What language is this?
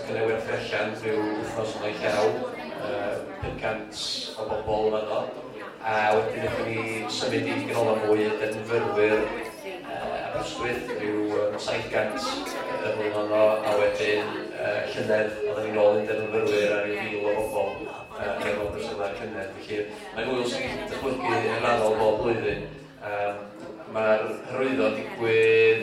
Welsh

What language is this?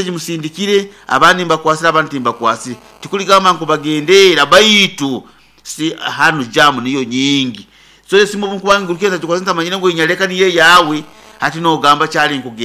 Nyoro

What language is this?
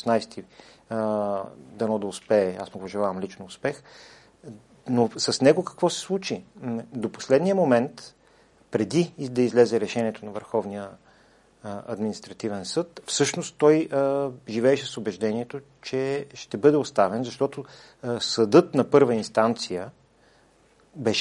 Bulgarian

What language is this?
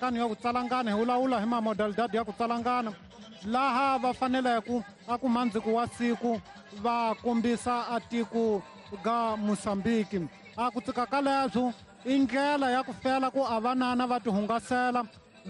Tsonga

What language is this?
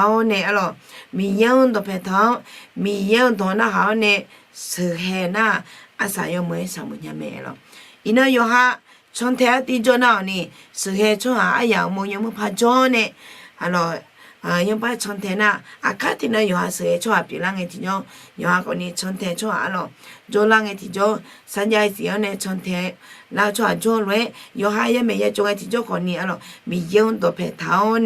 Akha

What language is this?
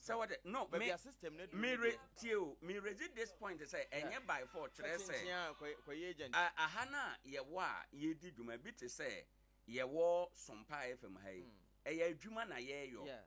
Akan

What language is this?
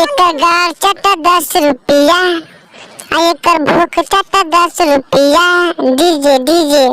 Magahi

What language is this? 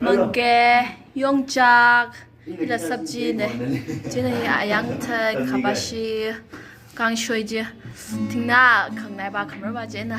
Tangkhul Naga (India)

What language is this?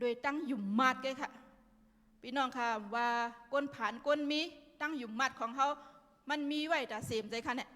Shan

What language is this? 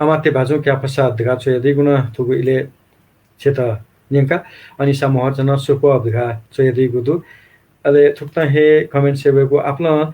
Newari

